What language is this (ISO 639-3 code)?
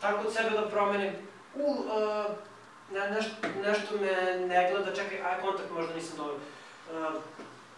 srp